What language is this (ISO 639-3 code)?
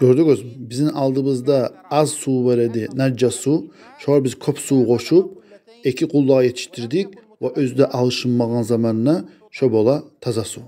kum